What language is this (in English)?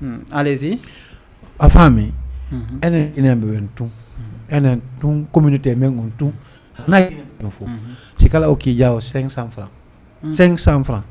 Fula